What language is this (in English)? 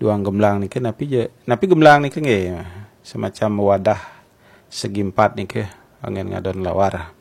Balinese